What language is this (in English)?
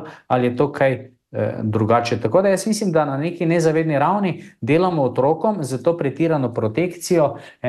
Slovenian